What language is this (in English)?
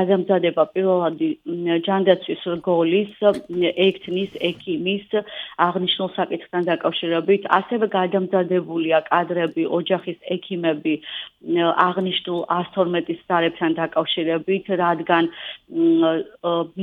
Georgian